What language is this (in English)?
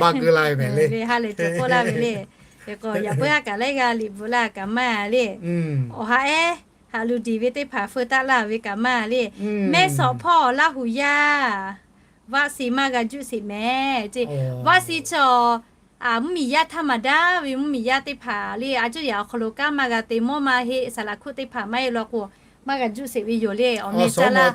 Lahu